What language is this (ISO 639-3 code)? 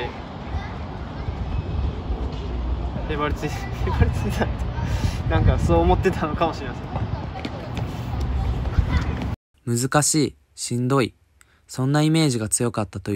jpn